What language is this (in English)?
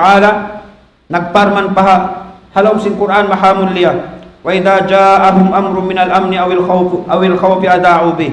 Tausug